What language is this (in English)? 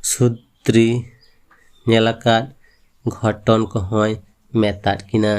Santali